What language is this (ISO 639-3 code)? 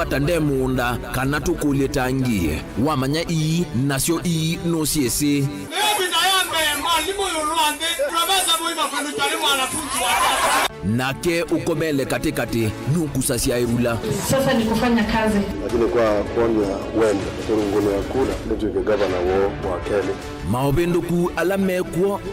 kam